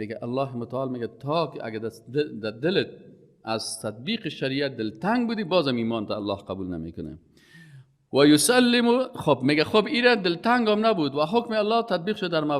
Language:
Persian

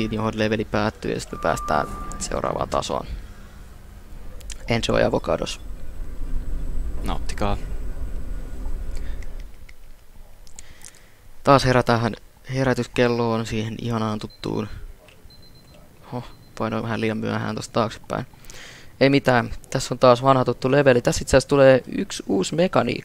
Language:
Finnish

